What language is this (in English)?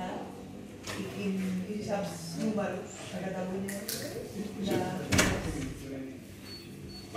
Catalan